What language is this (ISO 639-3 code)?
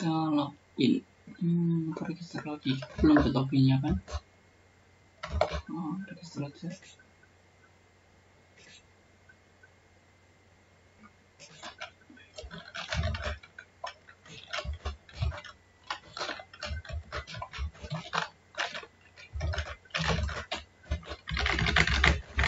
ind